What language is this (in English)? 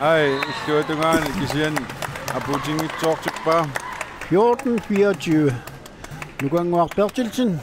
Kalaallisut